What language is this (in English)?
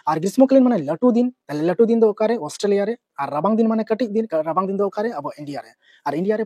Santali